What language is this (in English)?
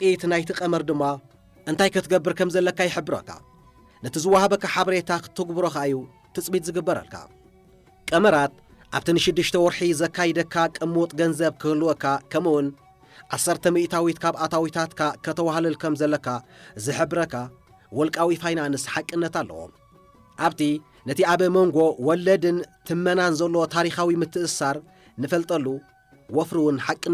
Tigrinya